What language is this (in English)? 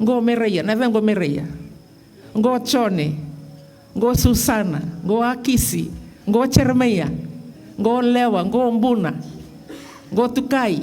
Fijian